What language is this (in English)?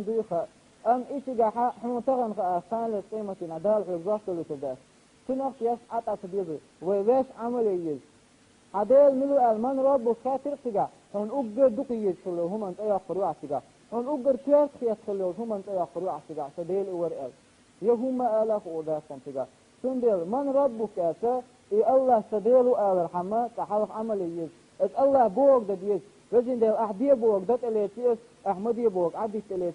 Chechen